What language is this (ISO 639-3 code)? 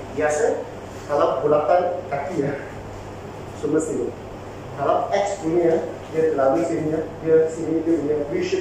msa